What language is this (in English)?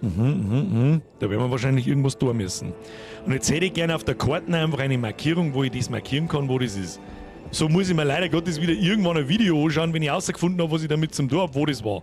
Bavarian